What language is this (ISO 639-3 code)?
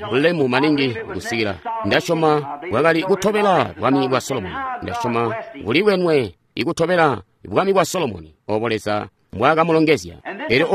toi